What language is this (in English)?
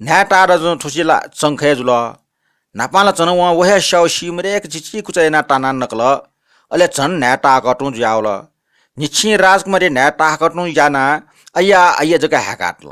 Newari